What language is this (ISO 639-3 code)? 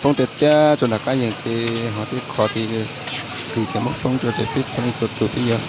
hmn